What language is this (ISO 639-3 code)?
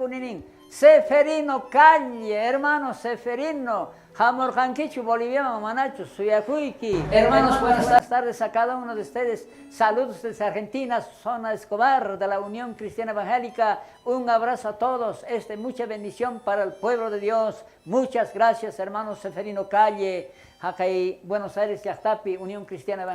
quh